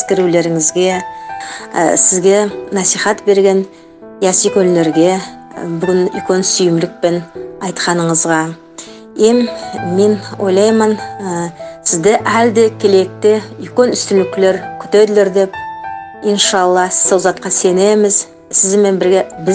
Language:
Nogai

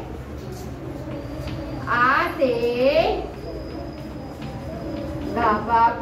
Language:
Gujarati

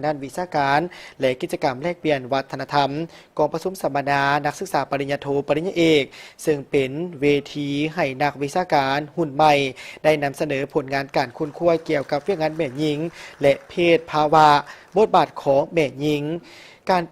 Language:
Lao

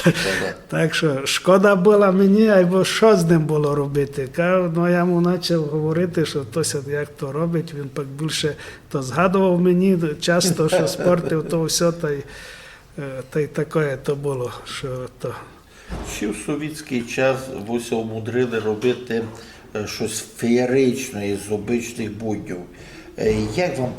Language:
Rusyn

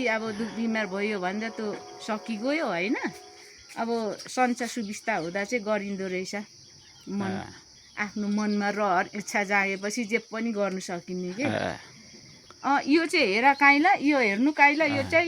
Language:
Nepali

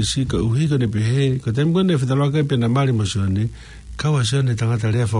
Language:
Tongan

